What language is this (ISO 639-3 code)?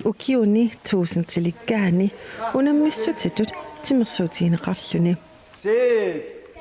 kal